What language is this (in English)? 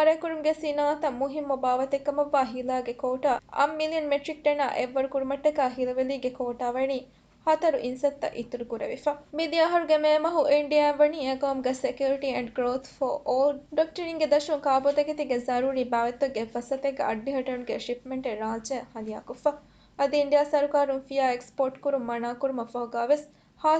Divehi